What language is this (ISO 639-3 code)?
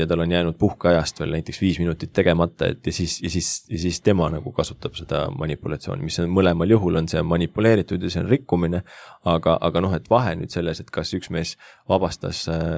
est